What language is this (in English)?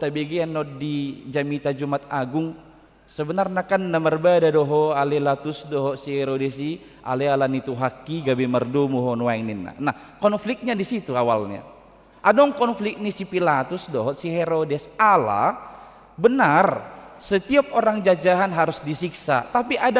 Batak Toba